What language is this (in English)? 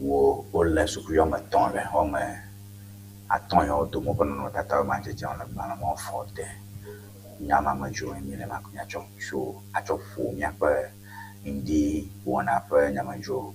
Ewe